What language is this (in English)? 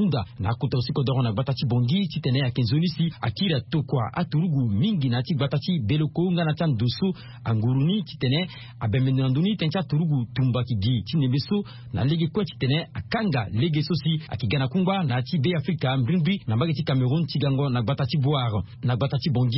Sango